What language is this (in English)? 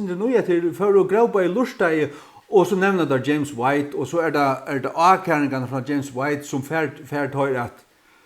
Faroese